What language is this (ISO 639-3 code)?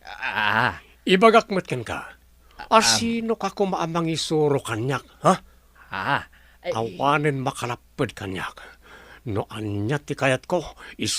ilo